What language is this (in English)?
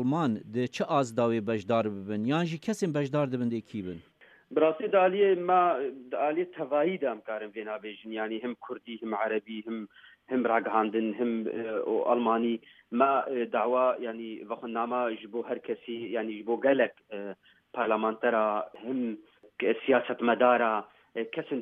Kurdish